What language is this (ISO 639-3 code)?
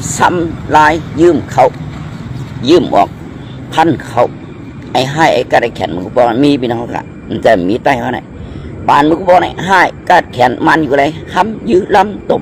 shn